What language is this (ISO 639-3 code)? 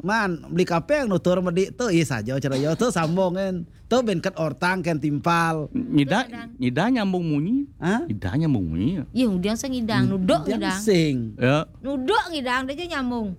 ban